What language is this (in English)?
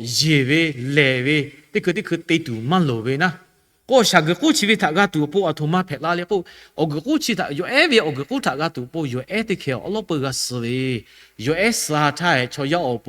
Lahu